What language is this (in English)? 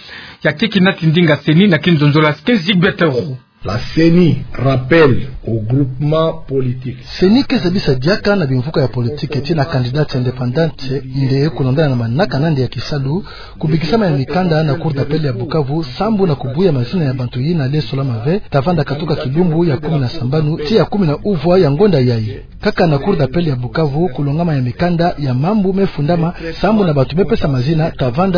Kituba (Democratic Republic of Congo)